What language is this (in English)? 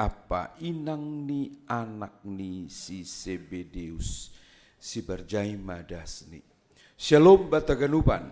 Batak Simalungun